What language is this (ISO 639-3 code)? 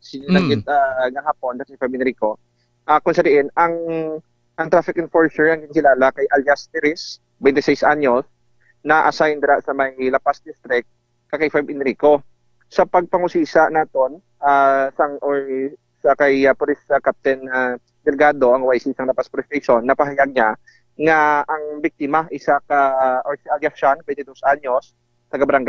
hil